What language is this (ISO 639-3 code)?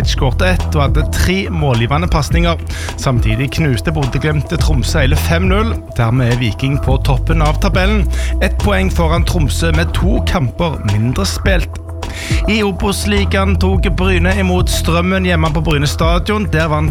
nor